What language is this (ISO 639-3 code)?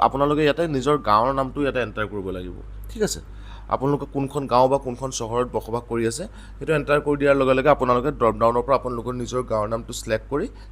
asm